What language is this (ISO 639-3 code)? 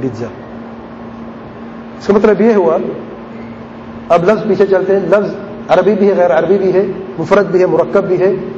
urd